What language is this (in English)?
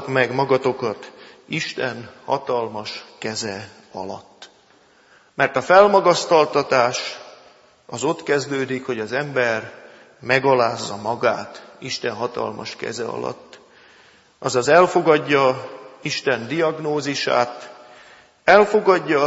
Hungarian